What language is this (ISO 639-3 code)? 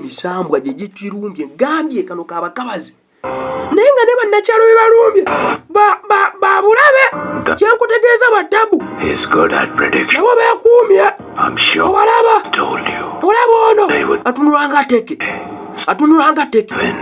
lug